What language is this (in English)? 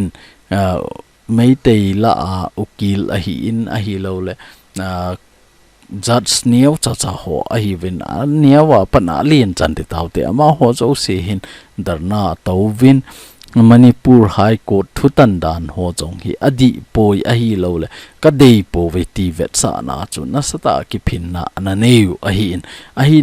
Thado Chin